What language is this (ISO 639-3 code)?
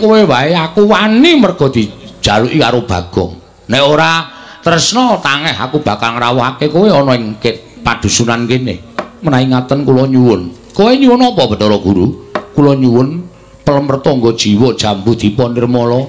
jav